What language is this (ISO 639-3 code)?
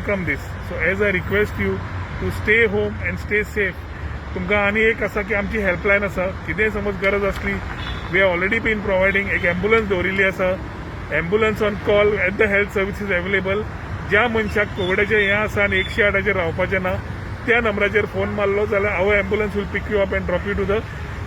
kok